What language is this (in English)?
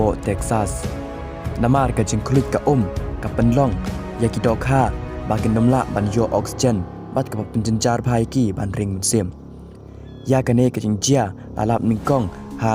Khasi